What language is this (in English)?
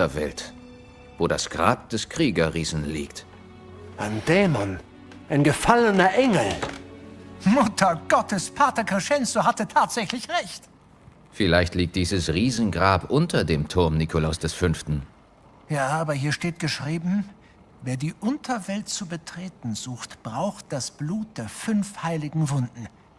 Bavarian